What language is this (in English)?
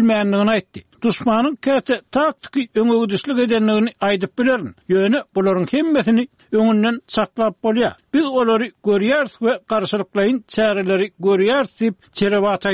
Turkmen